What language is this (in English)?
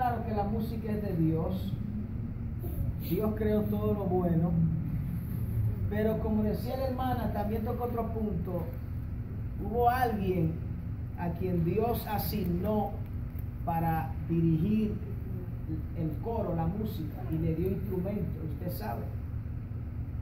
Spanish